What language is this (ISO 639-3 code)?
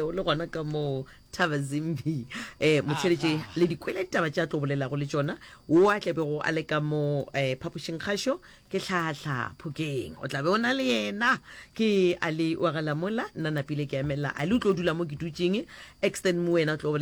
nso